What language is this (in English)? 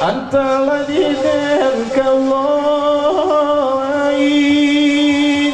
Minangkabau